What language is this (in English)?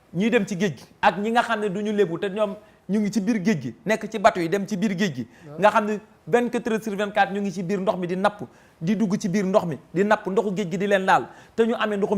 Wolof